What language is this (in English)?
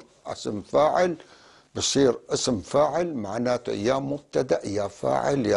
North Levantine Arabic